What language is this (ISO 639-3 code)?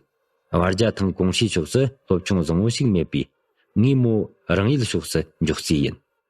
bod